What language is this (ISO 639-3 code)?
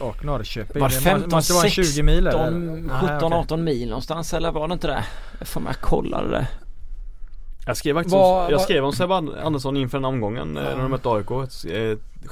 swe